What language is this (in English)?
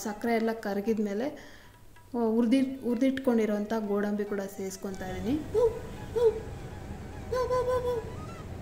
Kannada